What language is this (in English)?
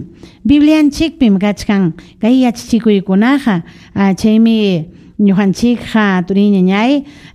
Ayacucho Quechua